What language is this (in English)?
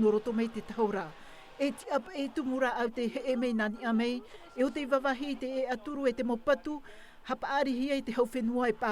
Tahitian